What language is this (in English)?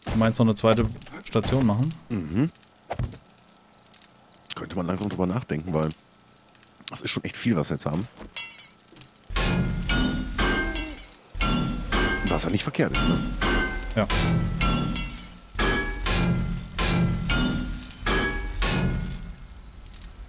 German